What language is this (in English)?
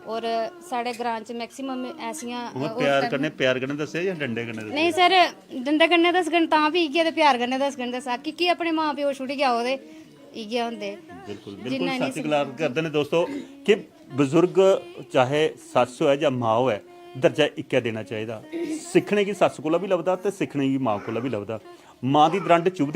Dogri